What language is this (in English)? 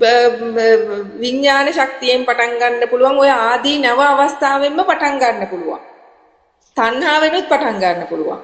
Sinhala